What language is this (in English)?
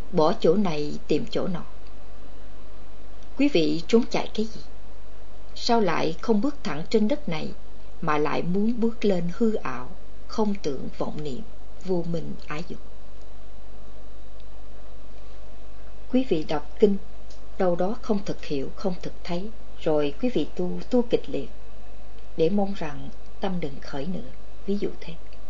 Vietnamese